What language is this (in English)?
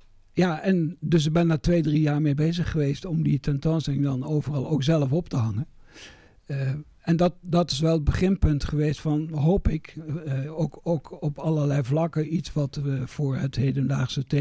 Dutch